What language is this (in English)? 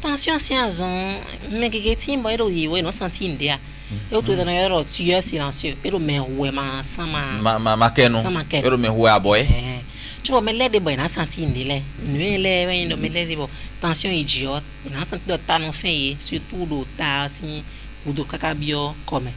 Fon